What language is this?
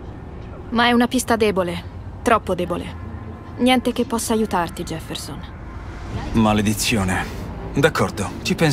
Italian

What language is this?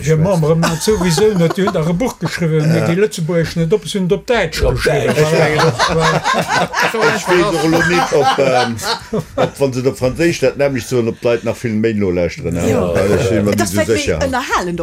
Luxembourgish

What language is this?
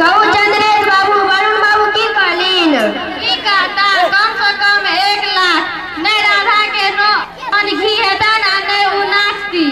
Maithili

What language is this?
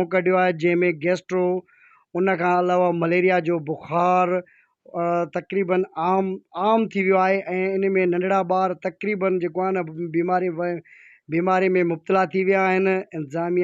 Sindhi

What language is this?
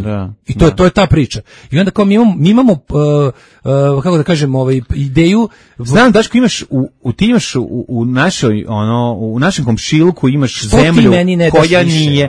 Serbian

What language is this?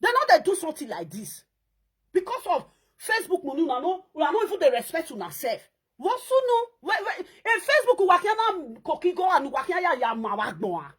Nigerian Pidgin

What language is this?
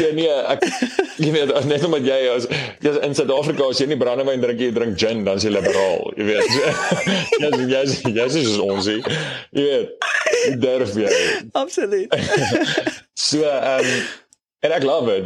Afrikaans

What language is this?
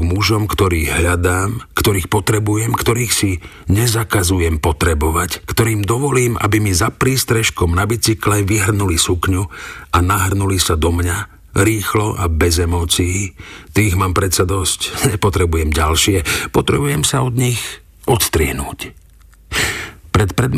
Slovak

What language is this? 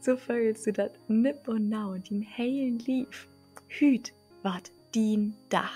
Low German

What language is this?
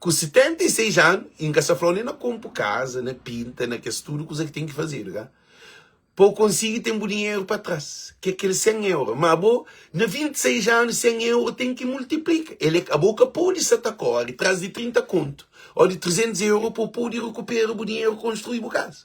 Kabuverdianu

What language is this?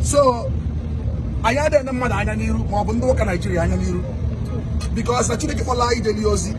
Igbo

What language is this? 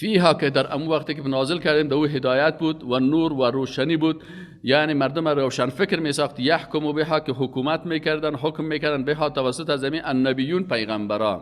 Persian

